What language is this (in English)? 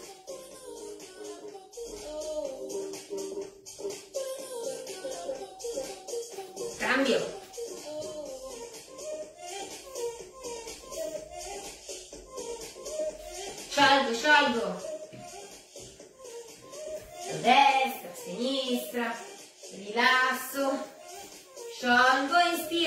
Italian